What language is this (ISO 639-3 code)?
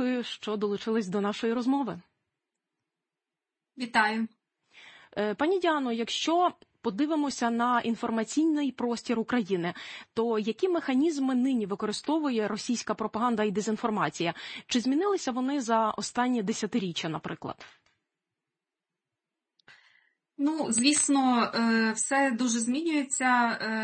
ukr